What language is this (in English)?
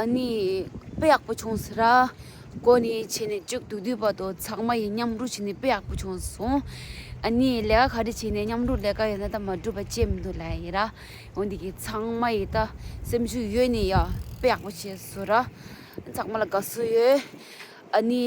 Tibetan